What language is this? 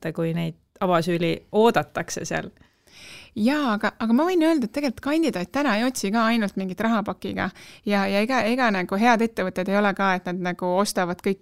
Estonian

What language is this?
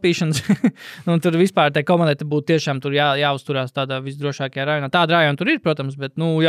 Latvian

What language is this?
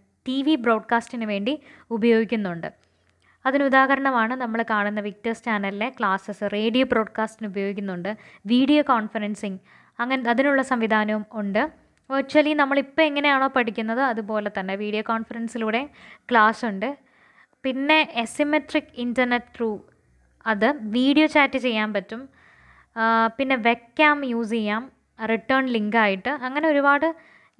Malayalam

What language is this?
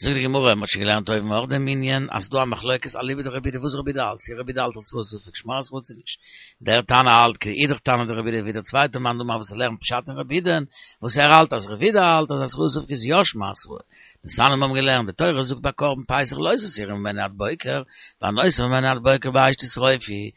Yiddish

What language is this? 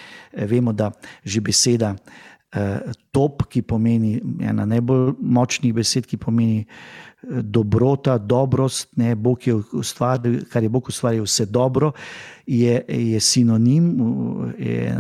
Slovenian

